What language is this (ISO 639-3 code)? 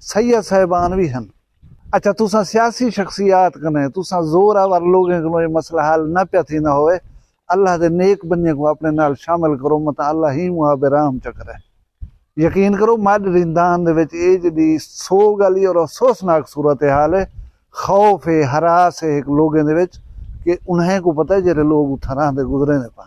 skr